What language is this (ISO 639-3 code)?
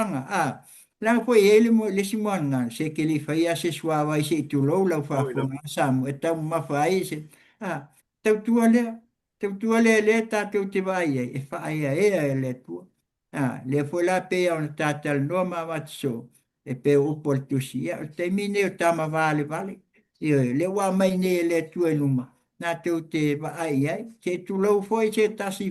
smo